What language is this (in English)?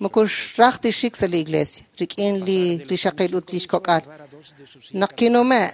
Kekchí